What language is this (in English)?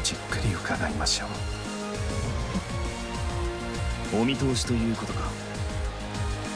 Japanese